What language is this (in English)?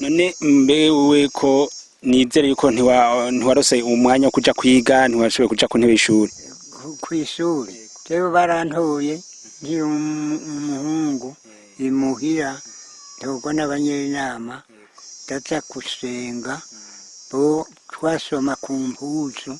Rundi